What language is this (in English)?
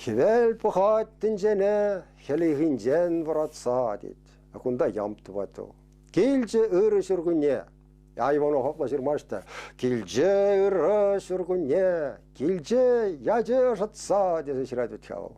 Chuvash